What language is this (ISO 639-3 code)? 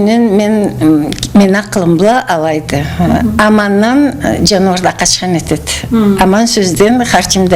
krc